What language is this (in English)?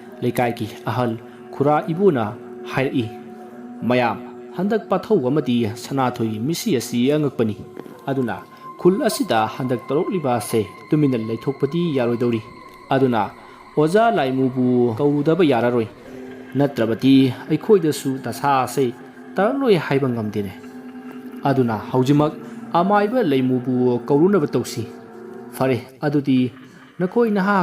Manipuri